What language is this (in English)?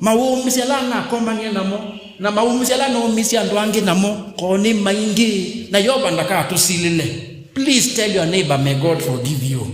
Kamba